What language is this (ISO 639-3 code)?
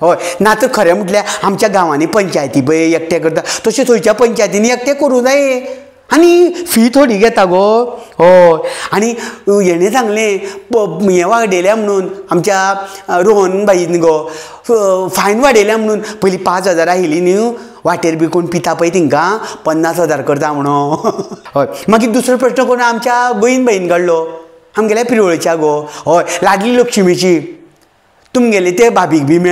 kok